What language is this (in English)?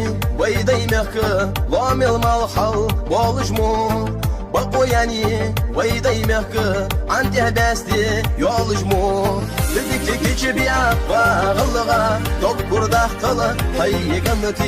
Ingush